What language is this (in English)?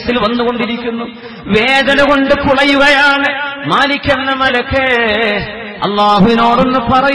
Malayalam